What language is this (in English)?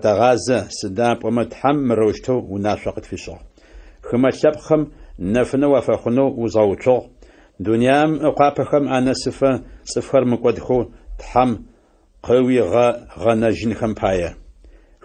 Adyghe